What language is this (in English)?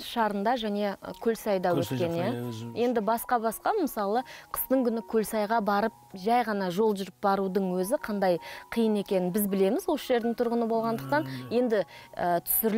Kazakh